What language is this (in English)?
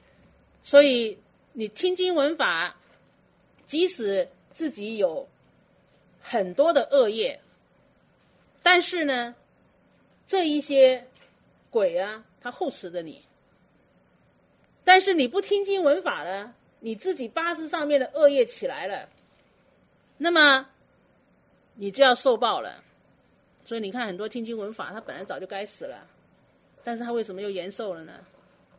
Chinese